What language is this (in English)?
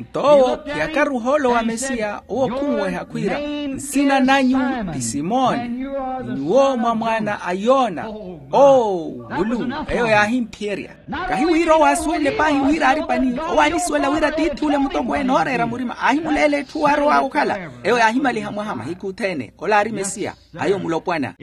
Makhuwa